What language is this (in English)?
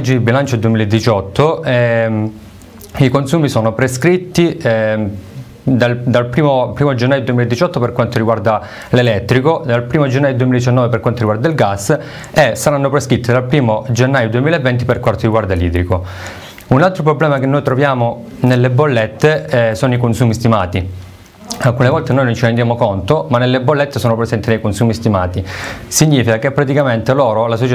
Italian